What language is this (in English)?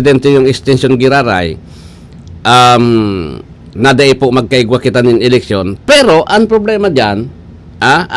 Bikol